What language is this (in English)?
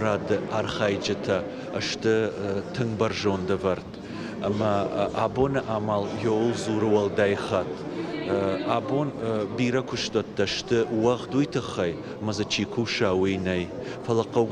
Ossetic